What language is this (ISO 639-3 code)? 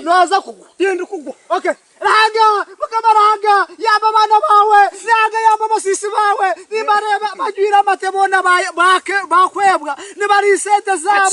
nyn